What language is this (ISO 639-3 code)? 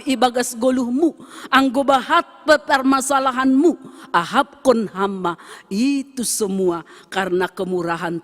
bts